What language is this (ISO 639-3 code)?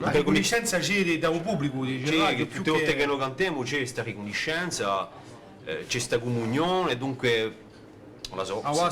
cos